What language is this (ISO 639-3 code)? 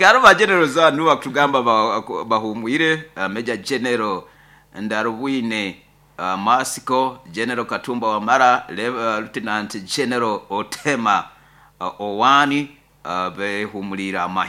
nyo